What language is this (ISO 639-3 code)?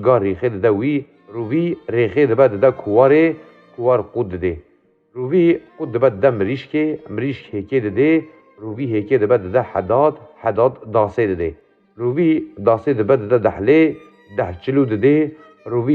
kur